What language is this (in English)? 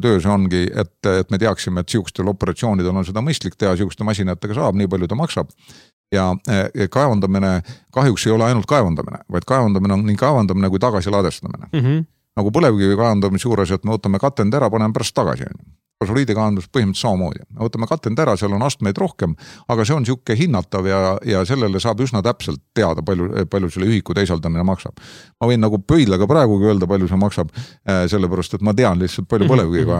Estonian